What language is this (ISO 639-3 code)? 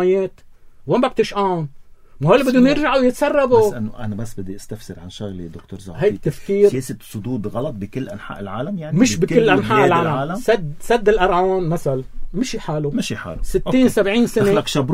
apc